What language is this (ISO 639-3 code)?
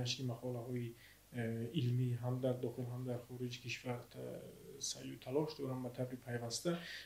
tgk